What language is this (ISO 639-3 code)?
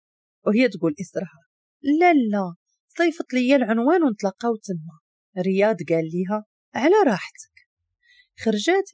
ary